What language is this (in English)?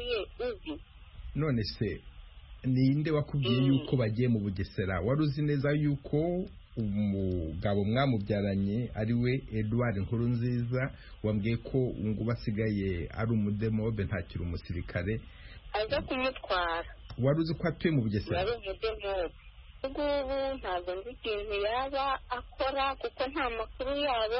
Kinyarwanda